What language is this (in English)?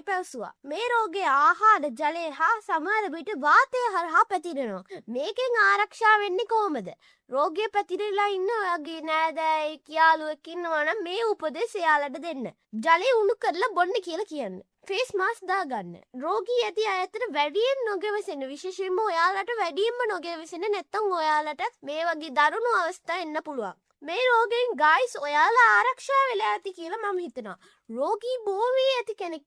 Sinhala